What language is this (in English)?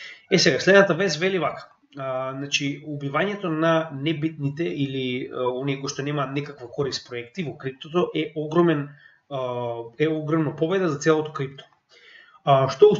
Macedonian